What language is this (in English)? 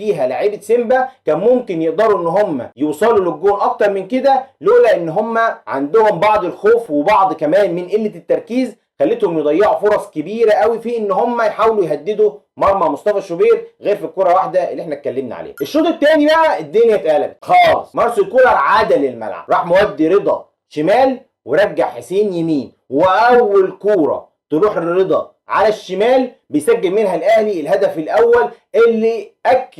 Egyptian Arabic